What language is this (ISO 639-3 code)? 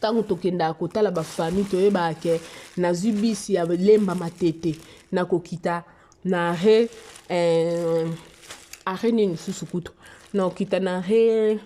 lin